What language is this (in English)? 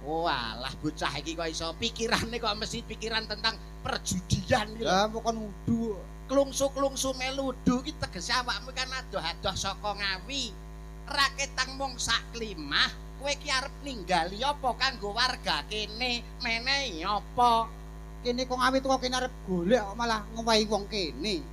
Javanese